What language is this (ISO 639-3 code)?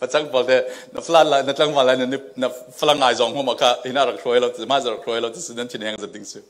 cfm